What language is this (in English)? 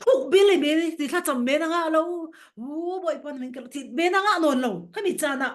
Falam Chin